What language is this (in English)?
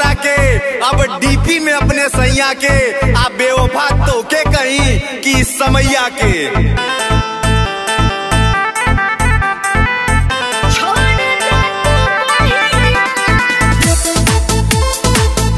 Bhojpuri